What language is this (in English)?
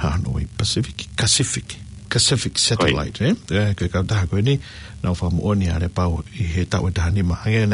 Tongan